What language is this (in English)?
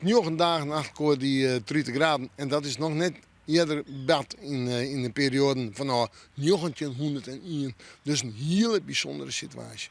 Western Frisian